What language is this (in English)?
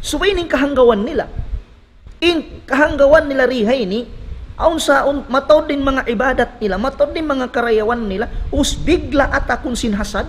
Tausug